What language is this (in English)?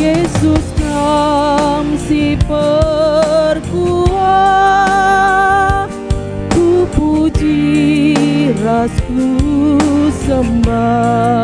Batak Karo